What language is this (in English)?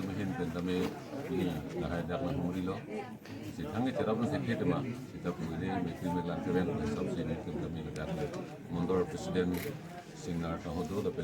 Karbi